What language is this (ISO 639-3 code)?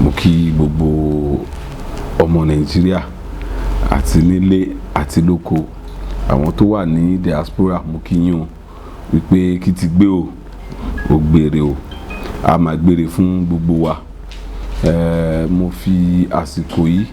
yor